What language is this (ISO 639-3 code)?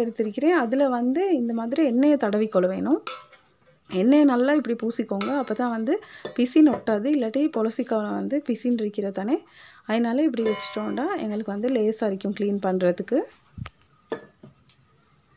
tam